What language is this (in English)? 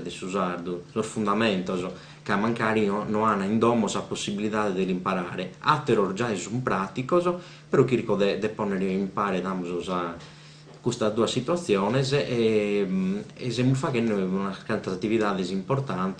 Sardinian